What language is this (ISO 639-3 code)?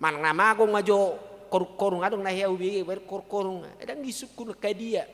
bbc